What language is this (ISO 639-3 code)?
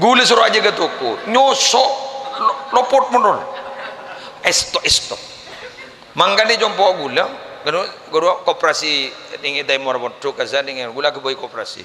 mad